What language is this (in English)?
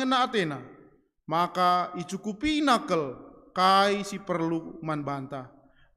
Batak Karo